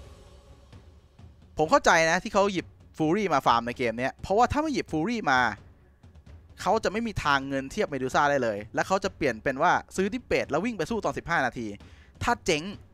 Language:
Thai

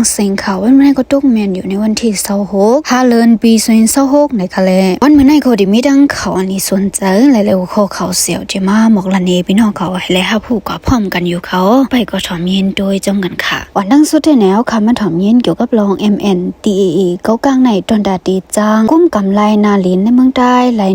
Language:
Shan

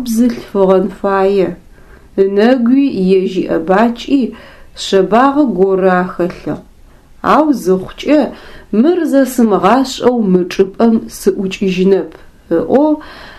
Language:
Adyghe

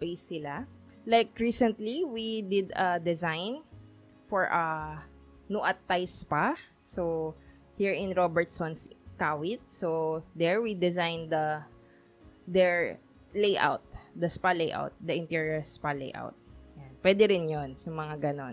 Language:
Filipino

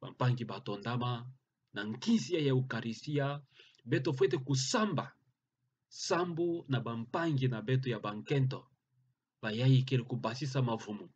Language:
Kituba (Democratic Republic of Congo)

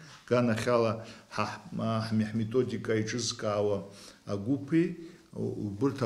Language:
Abkhazian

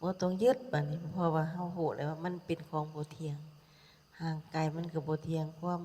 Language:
Lao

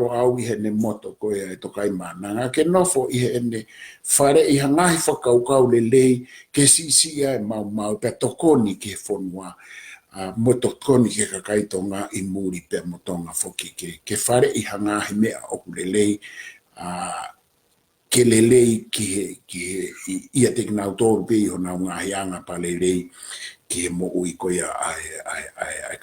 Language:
Tongan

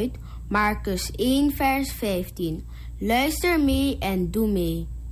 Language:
Dutch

